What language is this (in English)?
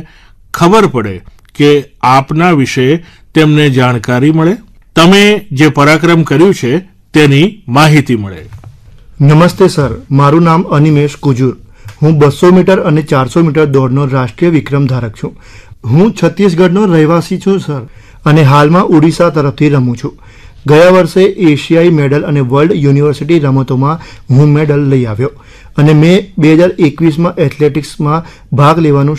Gujarati